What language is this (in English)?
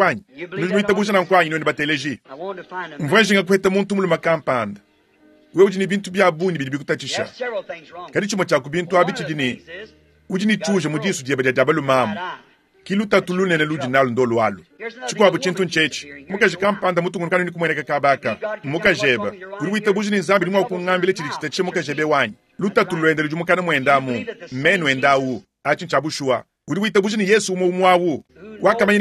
Luba-Lulua